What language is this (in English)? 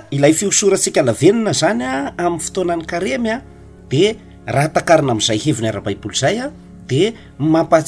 Malagasy